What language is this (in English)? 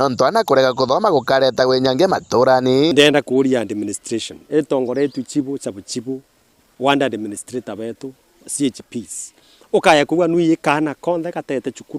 Meru